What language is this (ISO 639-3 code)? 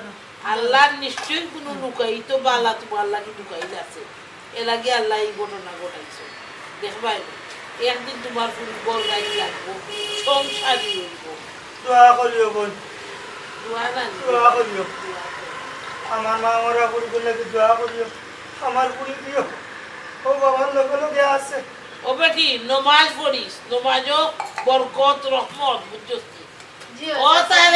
syl